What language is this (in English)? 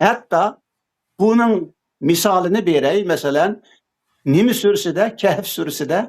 Uyghur